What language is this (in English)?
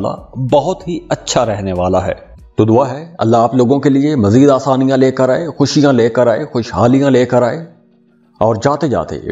Urdu